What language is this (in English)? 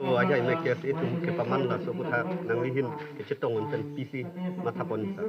Karbi